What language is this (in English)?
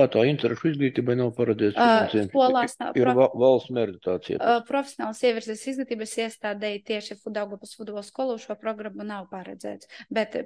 Latvian